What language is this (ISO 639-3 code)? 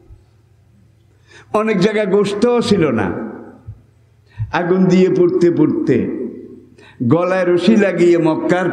ben